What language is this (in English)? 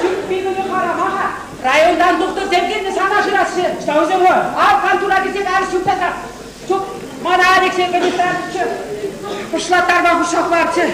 Chuvash